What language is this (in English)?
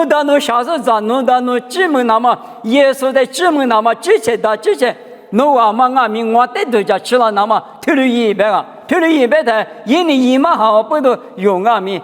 Lisu